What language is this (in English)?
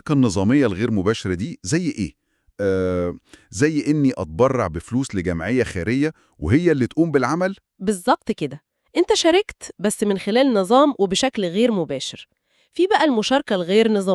Egyptian Arabic